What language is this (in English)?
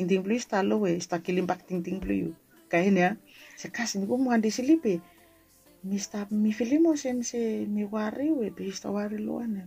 Bislama